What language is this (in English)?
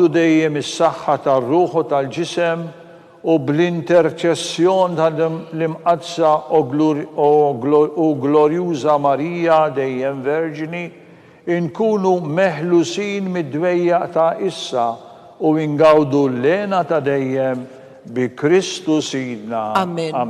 Maltese